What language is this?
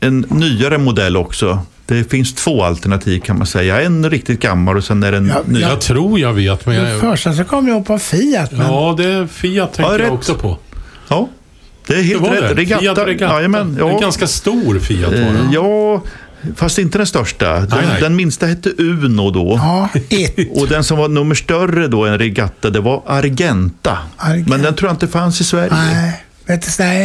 Swedish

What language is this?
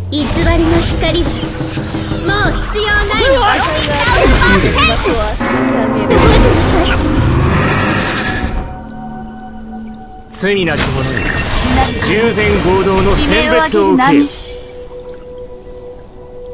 Japanese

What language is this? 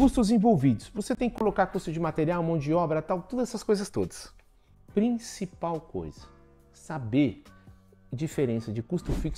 Portuguese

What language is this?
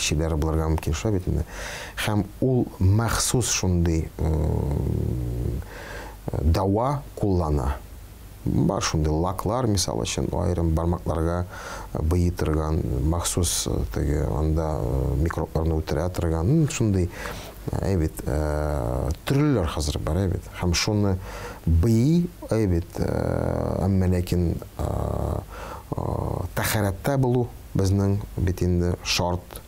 Tatar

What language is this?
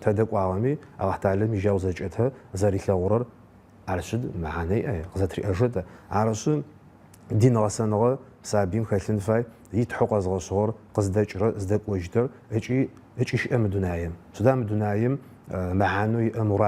Adyghe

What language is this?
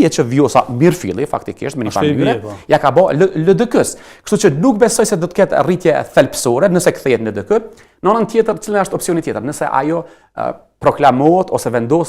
Albanian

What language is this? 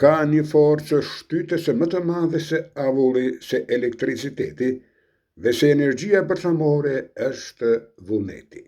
Albanian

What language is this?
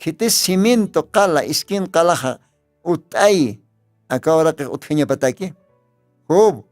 Aymara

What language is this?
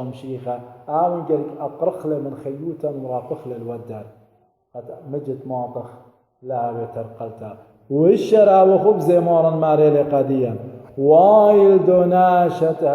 Assyrian Neo-Aramaic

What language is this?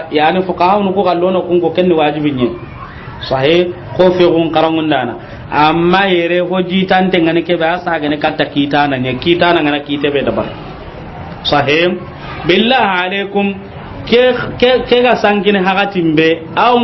Soninke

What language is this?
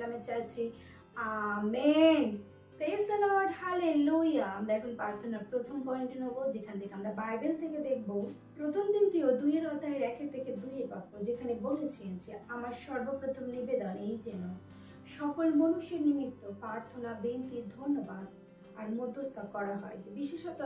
Bangla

